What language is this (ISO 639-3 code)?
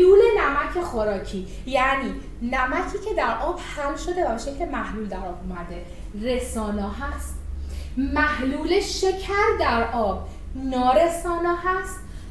fas